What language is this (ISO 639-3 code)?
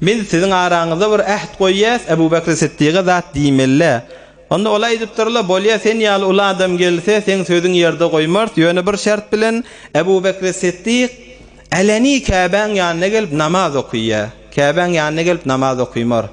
tuk